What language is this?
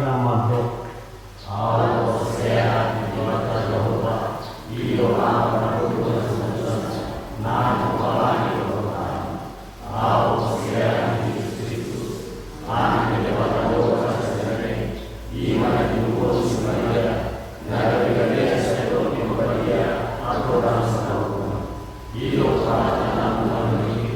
Batak Toba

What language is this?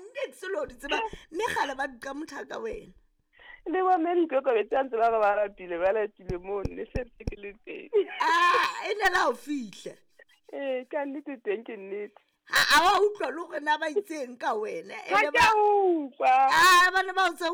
Southern Sotho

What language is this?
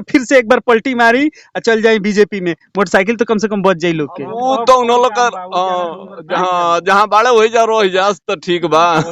Bhojpuri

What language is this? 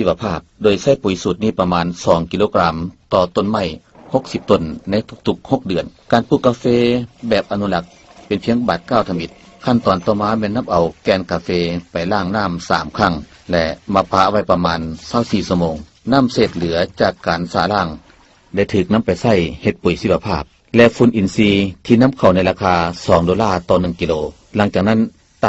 Lao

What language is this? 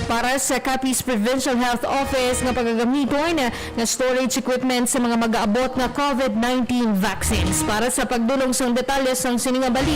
Hiligaynon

